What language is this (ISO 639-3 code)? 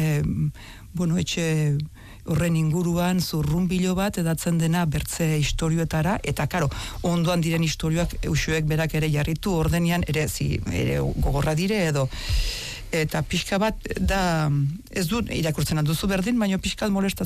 eus